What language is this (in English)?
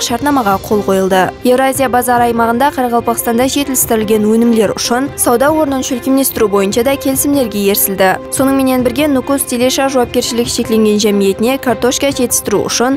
Kara-Kalpak